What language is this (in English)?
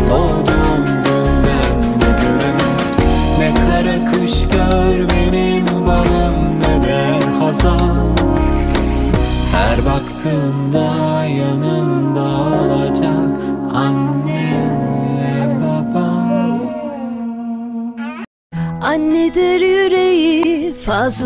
Turkish